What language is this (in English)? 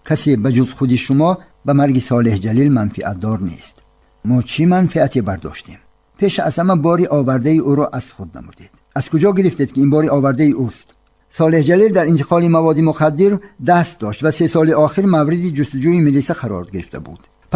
Tajik